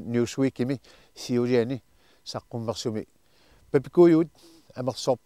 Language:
Kalaallisut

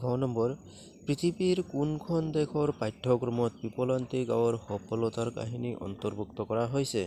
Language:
Assamese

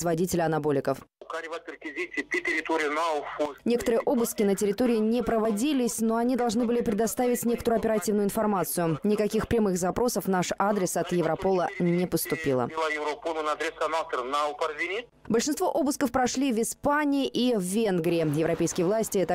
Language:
Russian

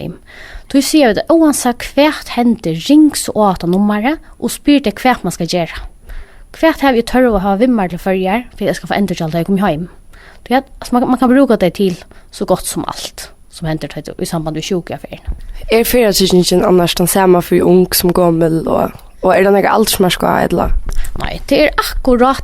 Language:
Faroese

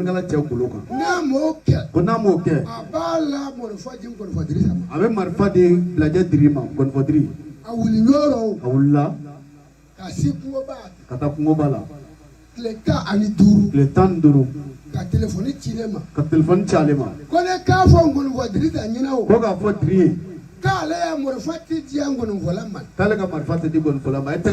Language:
Bambara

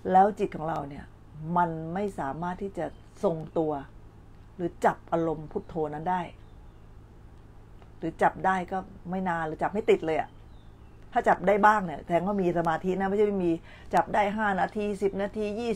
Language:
Thai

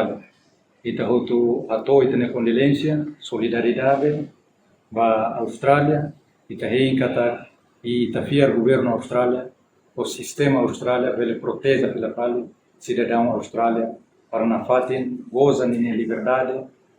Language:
Tetum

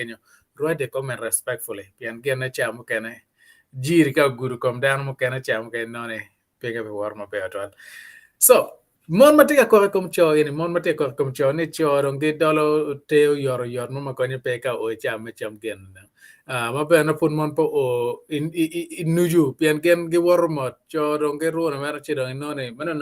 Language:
Acoli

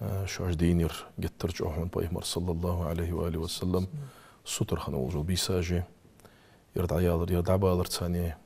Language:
Ingush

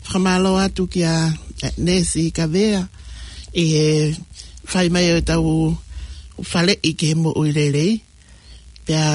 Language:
Tongan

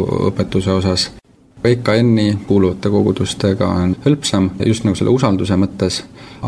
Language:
Estonian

